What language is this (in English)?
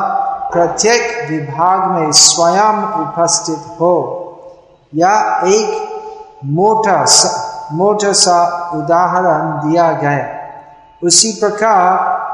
Hindi